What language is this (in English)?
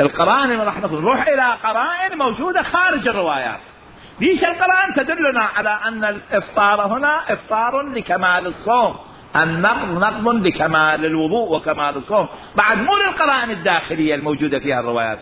Mesopotamian Arabic